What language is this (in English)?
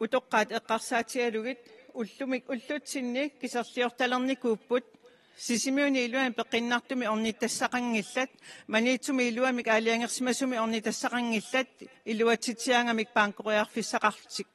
Kalaallisut